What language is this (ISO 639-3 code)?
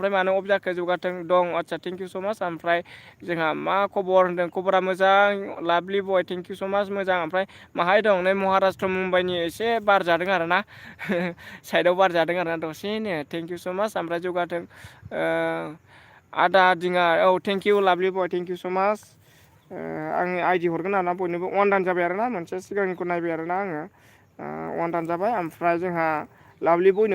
brx